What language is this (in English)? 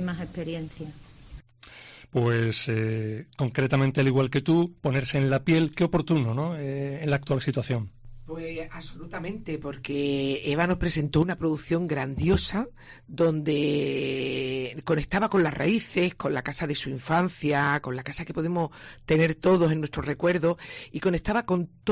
Spanish